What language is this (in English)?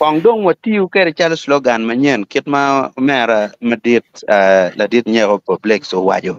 Acoli